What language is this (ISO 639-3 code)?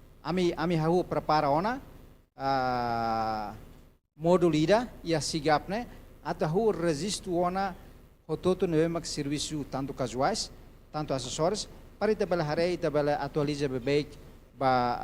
tet